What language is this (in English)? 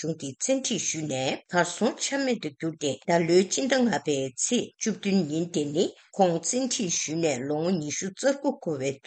Tibetan